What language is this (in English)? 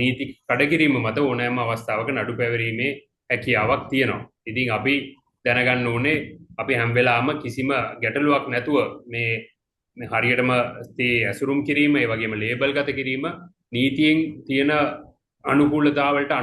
Sinhala